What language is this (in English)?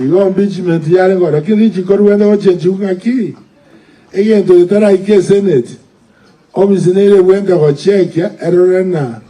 Gusii